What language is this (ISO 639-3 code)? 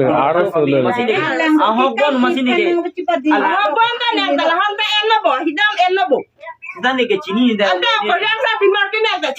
mjw